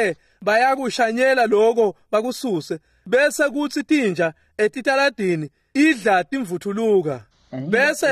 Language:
Swati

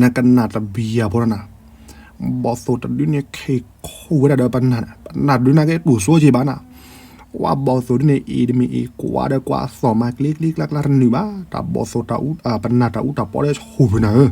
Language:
S'gaw Karen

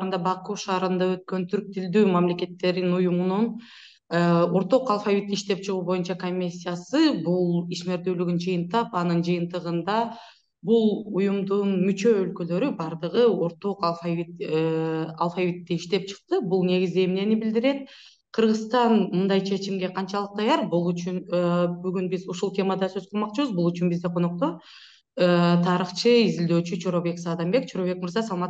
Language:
Kyrgyz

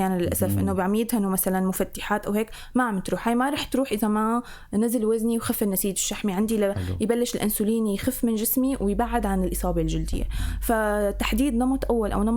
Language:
North Levantine Arabic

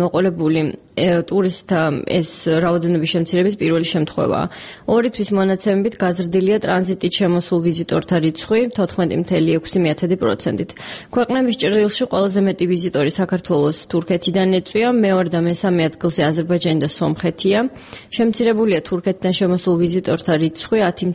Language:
Georgian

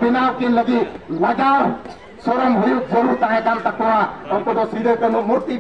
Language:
Santali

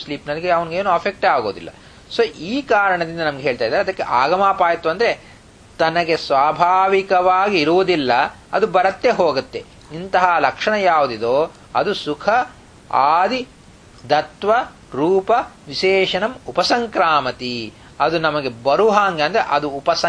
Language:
Kannada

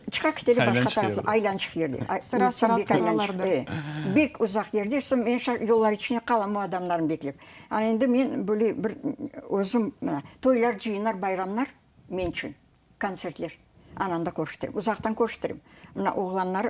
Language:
Crimean Tatar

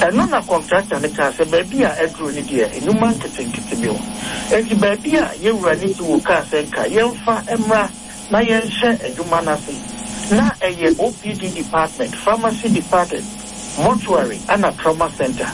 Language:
Akan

